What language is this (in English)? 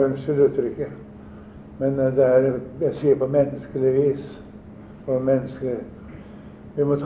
Norwegian